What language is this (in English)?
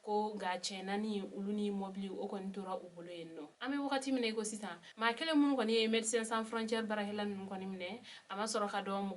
Bambara